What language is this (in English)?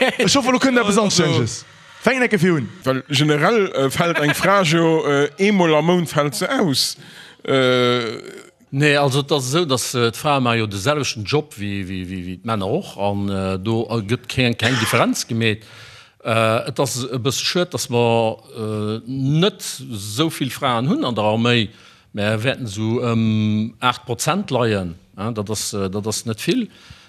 Luxembourgish